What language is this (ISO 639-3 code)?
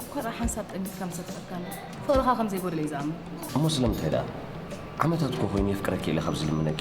tir